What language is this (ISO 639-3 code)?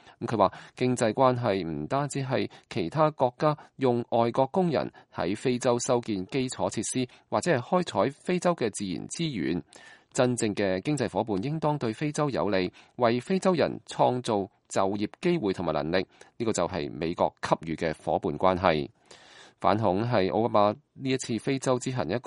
yue